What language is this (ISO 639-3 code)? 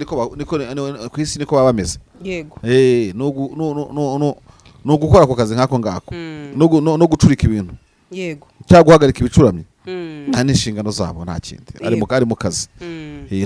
kin